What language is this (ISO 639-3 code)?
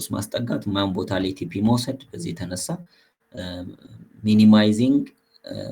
amh